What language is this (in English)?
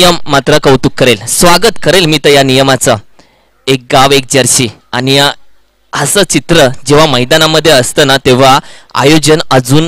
Marathi